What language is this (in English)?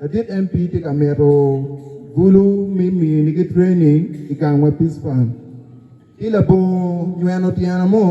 Acoli